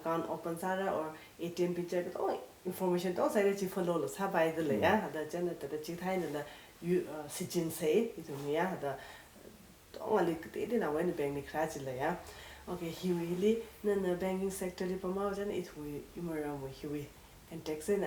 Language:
Tangkhul Naga (India)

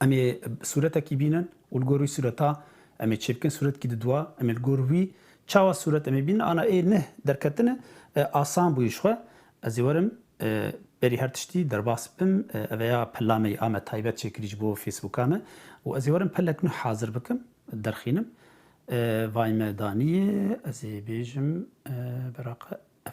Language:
Kurdish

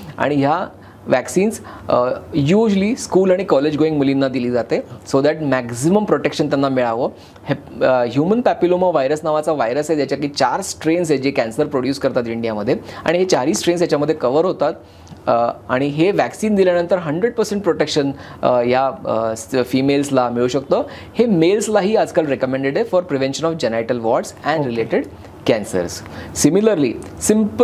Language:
Marathi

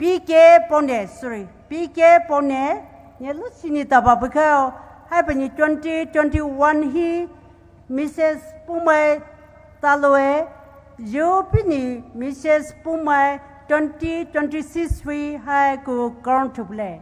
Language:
Poumei Naga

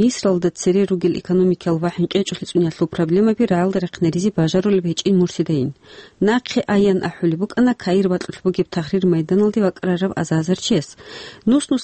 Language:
Avaric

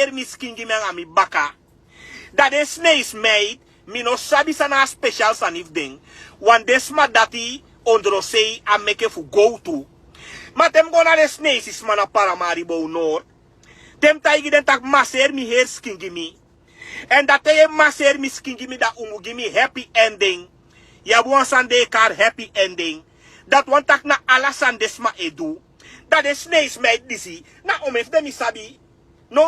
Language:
Sranan Tongo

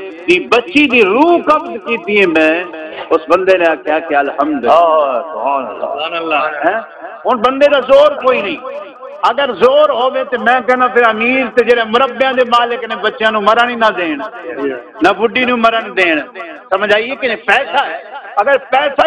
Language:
Saraiki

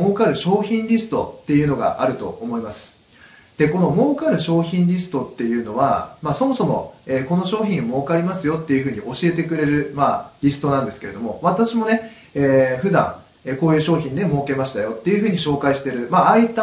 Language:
Japanese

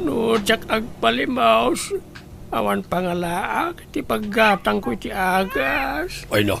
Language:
Iloko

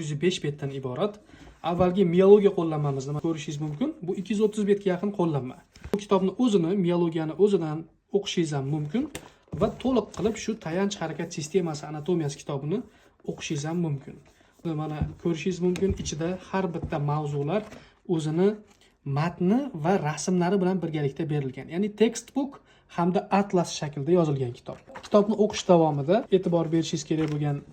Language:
Uzbek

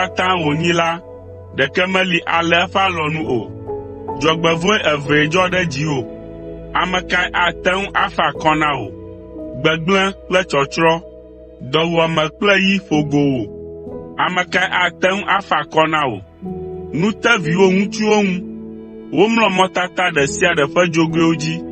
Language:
Ewe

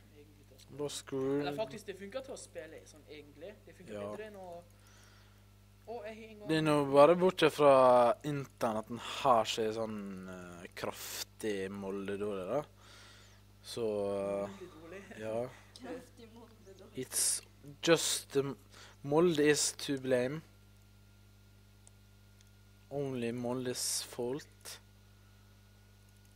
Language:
Norwegian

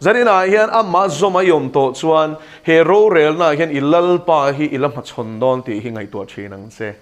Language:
Mizo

